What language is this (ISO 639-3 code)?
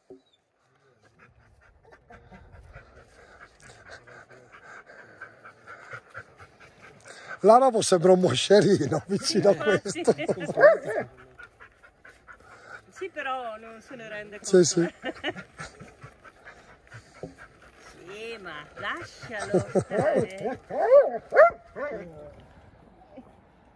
ita